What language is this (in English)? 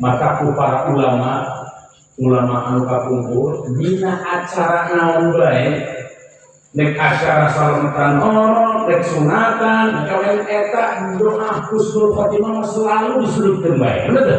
Sundanese